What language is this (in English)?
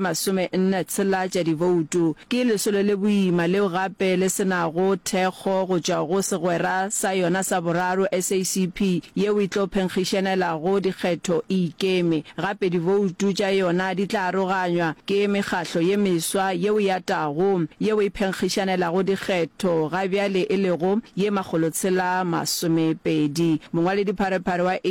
Northern Sotho